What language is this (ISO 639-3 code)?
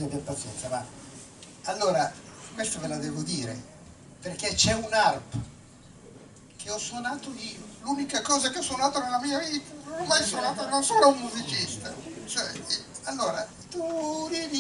ita